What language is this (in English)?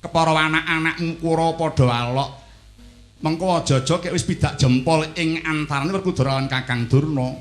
Javanese